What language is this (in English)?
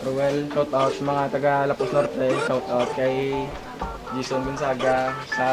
Hiligaynon